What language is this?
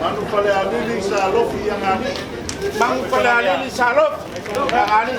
Samoan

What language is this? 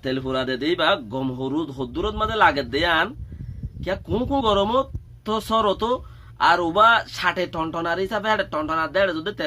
Rohingya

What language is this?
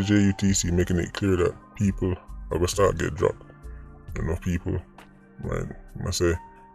Jamaican Creole English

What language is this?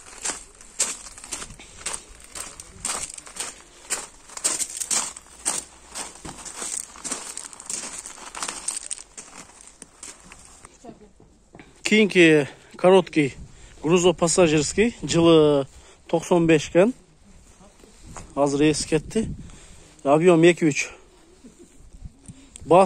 Kyrgyz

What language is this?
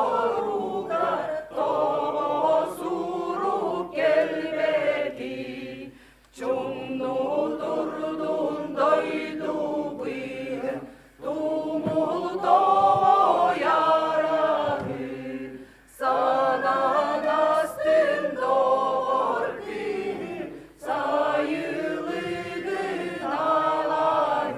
Yakut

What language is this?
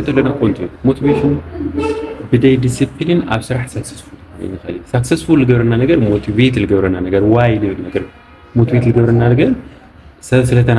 Tigrinya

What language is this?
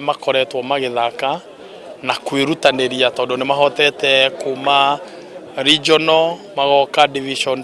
Kikuyu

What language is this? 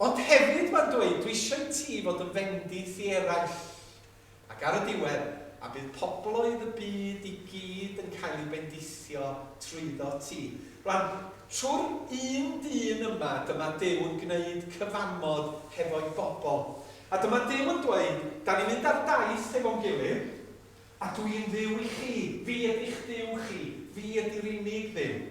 Welsh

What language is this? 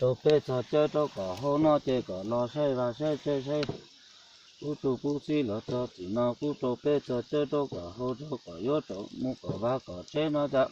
Hmong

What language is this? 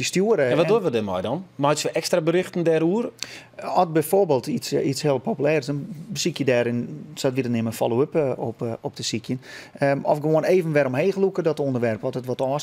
Western Frisian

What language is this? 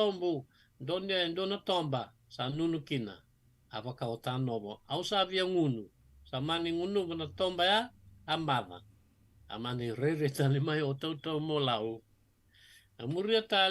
Fijian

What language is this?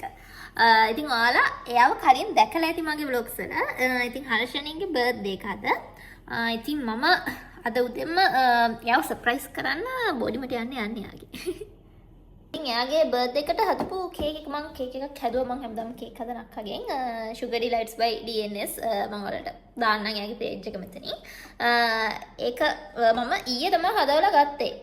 Sinhala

